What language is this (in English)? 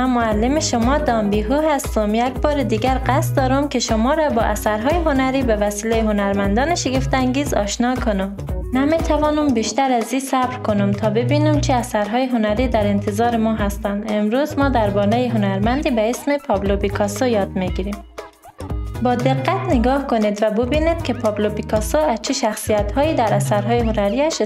Persian